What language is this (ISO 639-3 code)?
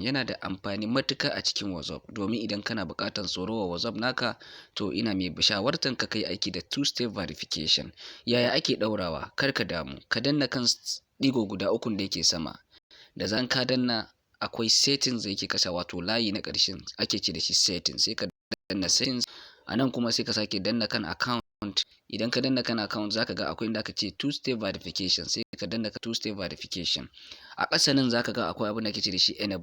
hau